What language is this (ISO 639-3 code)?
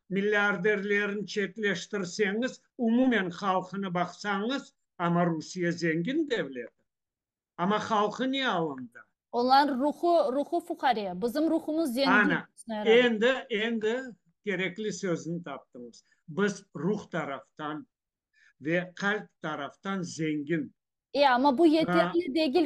crh